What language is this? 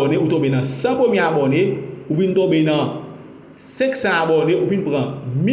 Haitian Creole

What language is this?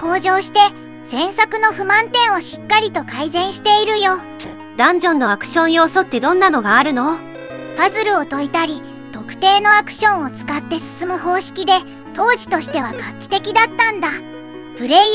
Japanese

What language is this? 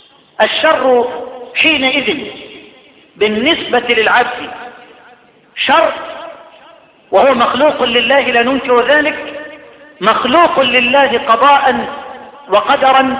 Arabic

